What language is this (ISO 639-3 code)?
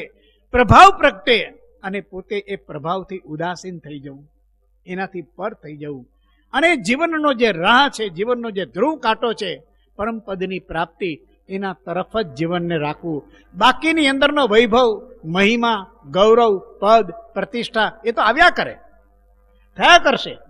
guj